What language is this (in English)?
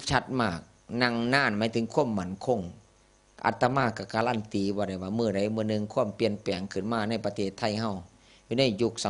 Northeastern Thai